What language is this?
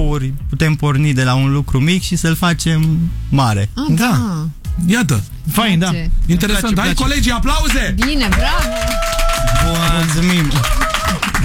Romanian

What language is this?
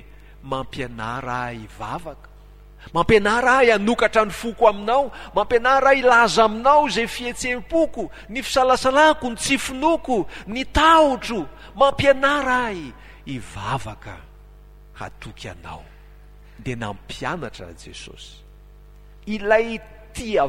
Malagasy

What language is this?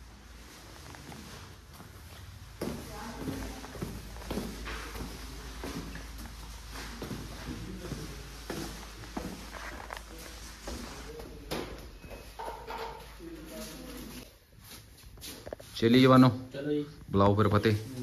Punjabi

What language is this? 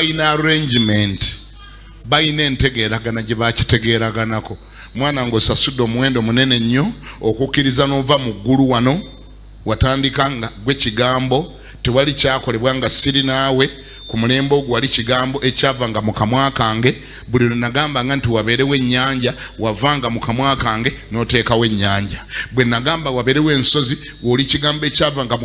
Ganda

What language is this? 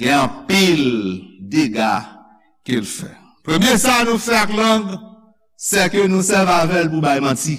Haitian Creole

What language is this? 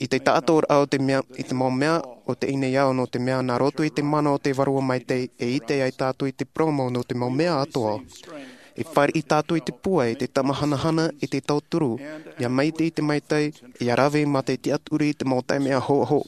Tahitian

